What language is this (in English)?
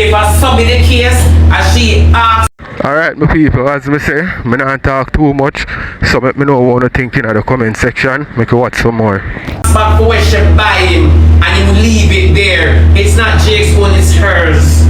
Jamaican Creole English